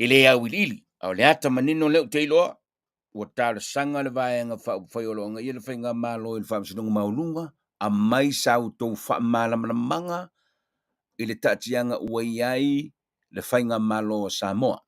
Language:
Samoan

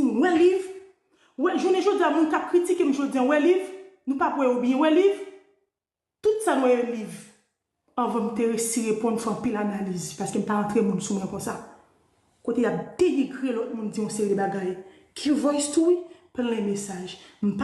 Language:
Haitian Creole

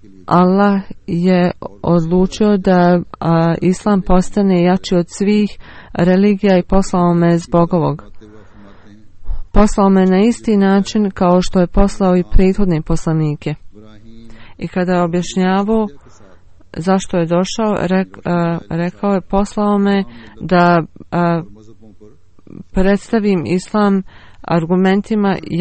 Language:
Bosnian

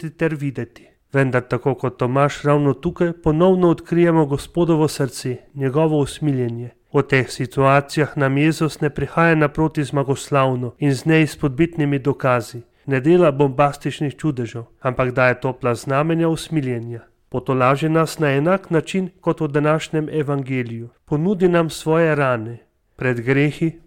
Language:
Slovenian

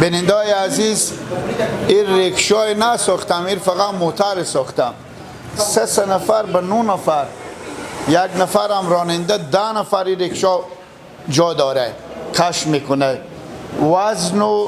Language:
Persian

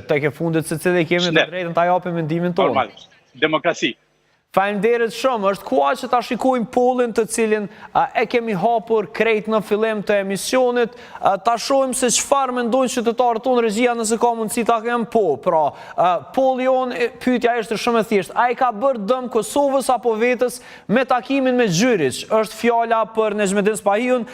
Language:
Albanian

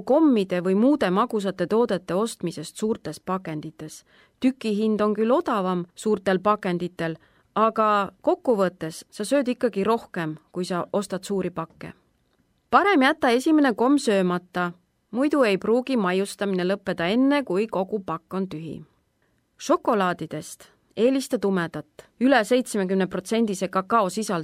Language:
Estonian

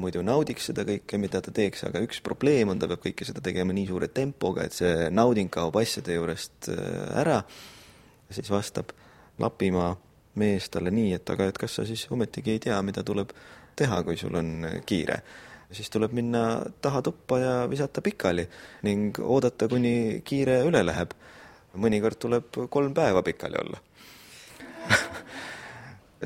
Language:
Estonian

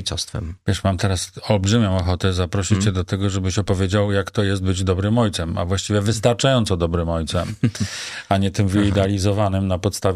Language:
Polish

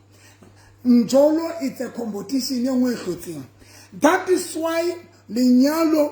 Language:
Southern Sotho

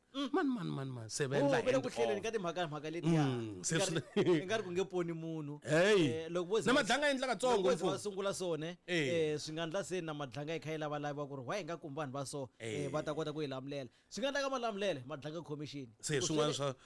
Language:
Tsonga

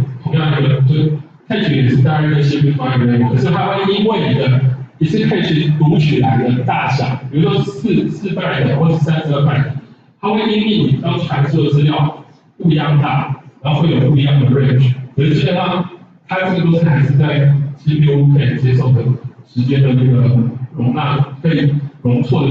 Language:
Chinese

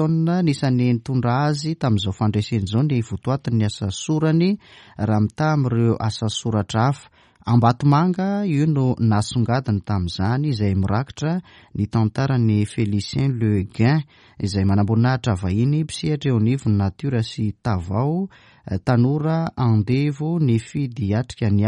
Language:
Malagasy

